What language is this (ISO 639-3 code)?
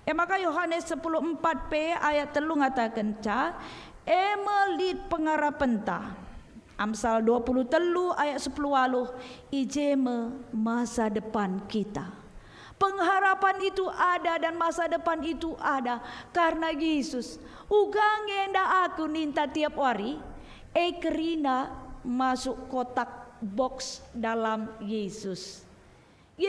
btx